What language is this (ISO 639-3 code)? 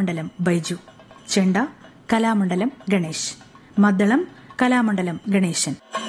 mal